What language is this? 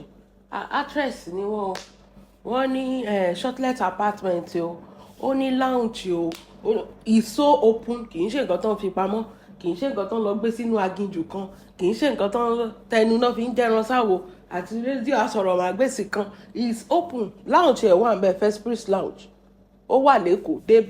Yoruba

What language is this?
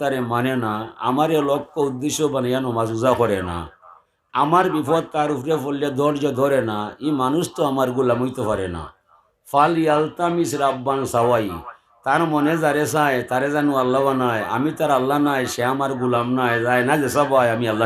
Sylheti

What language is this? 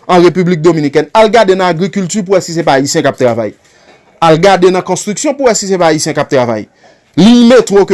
Haitian Creole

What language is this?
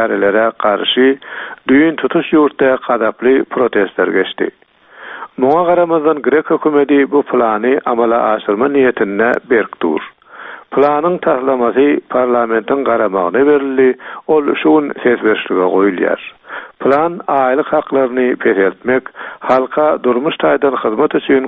Turkmen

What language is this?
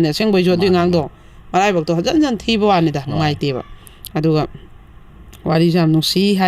Manipuri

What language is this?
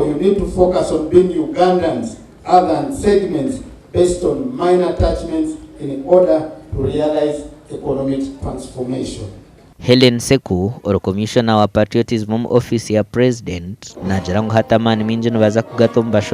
Nyankole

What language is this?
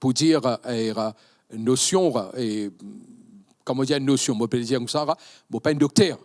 Morisyen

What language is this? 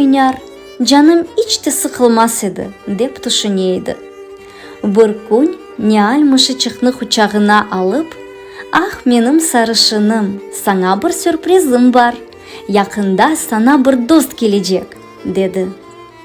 Crimean Tatar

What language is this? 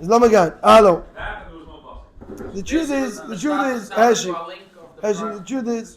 Yiddish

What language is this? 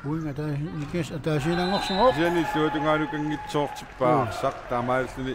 Kalaallisut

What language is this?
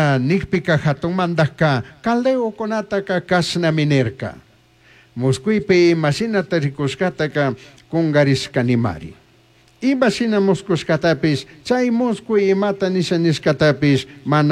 Chimborazo Highland Quichua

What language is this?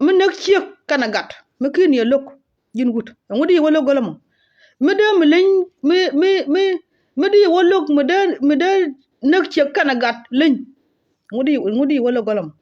Nuer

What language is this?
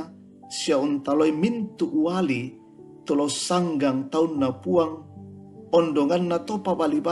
Toraja-Sa'dan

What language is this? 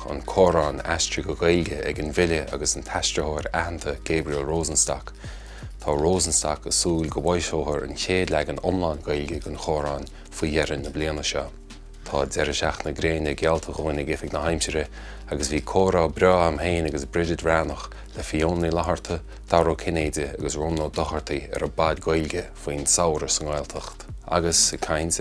Irish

